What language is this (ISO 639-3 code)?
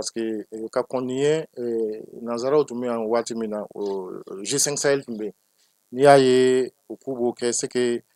bam